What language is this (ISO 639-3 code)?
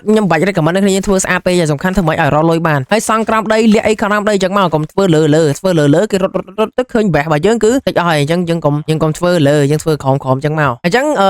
khm